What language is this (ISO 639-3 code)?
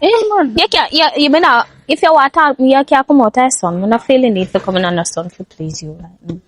jam